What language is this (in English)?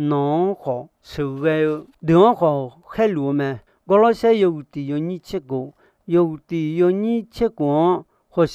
Akha